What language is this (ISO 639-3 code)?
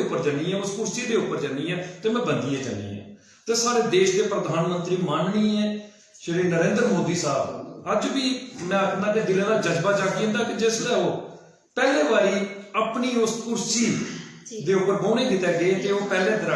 doi